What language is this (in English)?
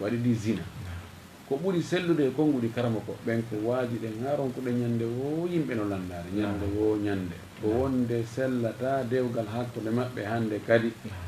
Fula